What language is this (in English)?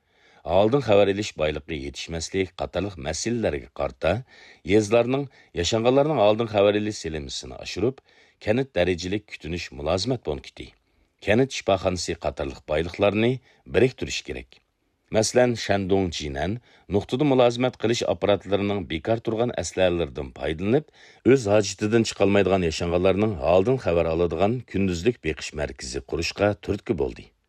Uyghur